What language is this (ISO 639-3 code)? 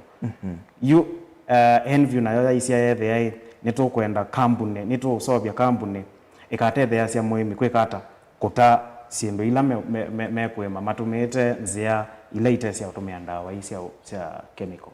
kam